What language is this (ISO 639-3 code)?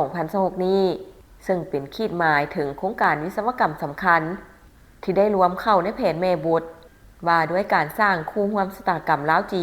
lao